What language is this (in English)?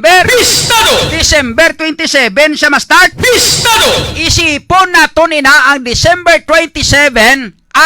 Hiligaynon